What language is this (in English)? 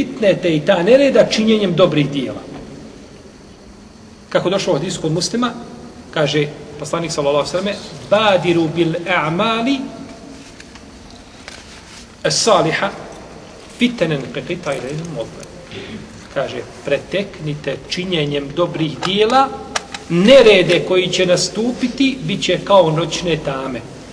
Bosnian